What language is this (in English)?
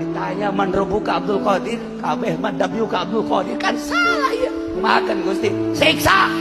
Sundanese